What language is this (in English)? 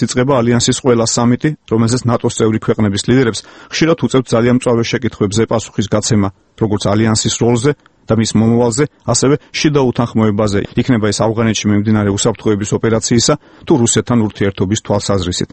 Georgian